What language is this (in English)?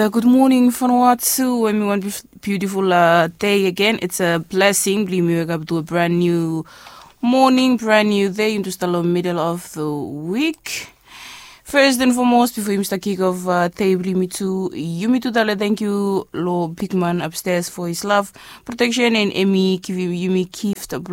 Bislama